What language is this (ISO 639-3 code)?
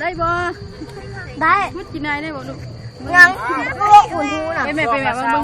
lao